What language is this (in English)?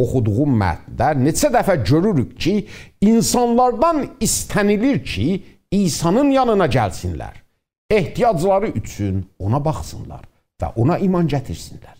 South Azerbaijani